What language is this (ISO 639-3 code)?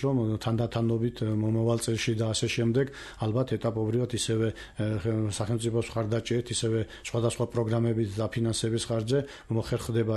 kat